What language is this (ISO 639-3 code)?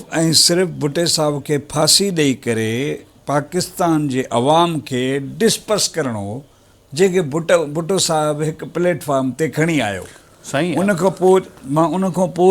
snd